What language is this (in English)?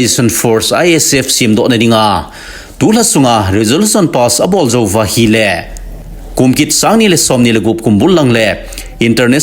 Thado Chin